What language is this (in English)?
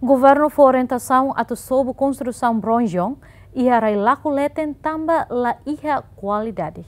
Tetum